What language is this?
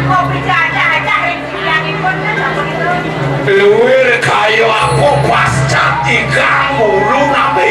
Balinese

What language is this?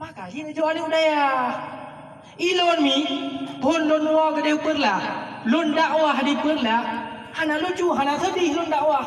Achinese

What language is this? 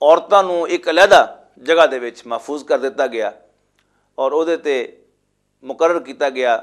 Western Panjabi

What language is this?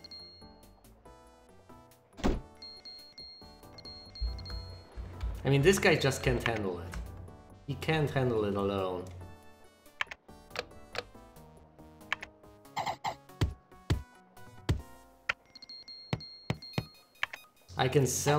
English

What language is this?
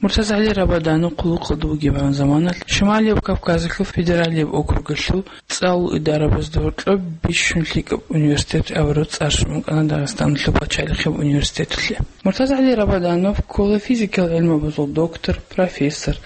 Avaric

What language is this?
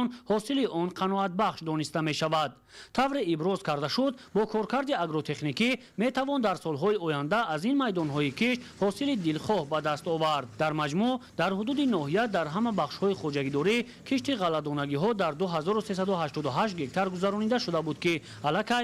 Tajik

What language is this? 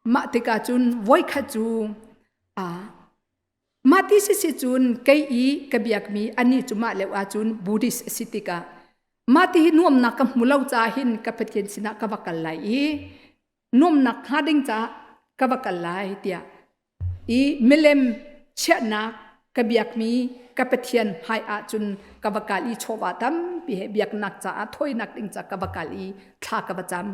Hakha Chin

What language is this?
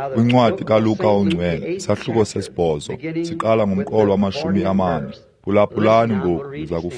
Xhosa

